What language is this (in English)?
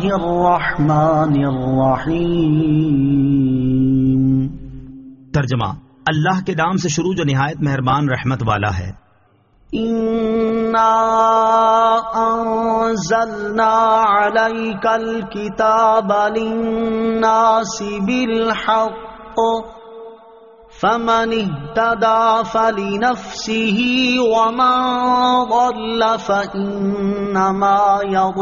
Urdu